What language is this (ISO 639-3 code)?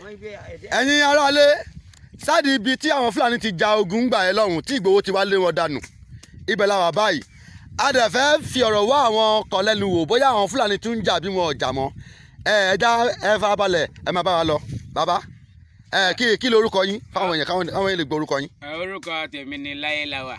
yor